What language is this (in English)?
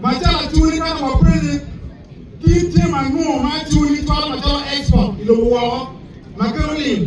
Acoli